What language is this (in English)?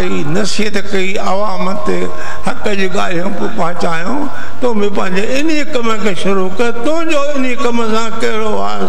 Sindhi